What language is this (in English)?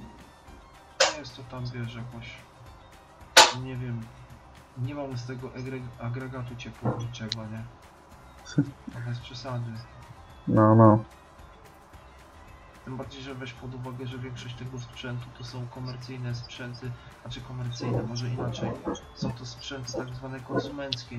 Polish